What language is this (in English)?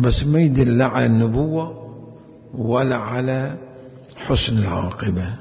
Mesopotamian Arabic